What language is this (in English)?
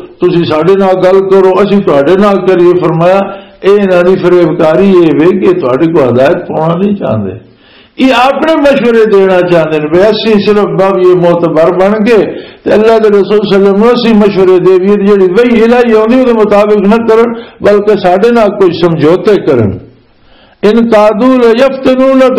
Western Panjabi